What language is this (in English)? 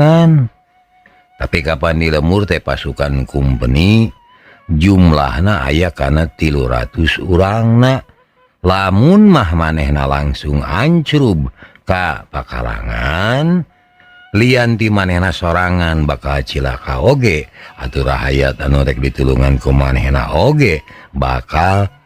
Sundanese